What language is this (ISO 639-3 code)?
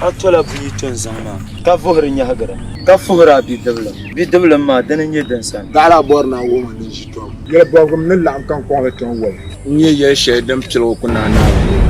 dag